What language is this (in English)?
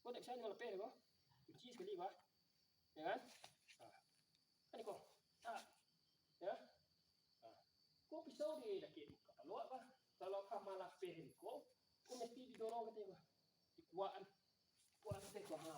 Minangkabau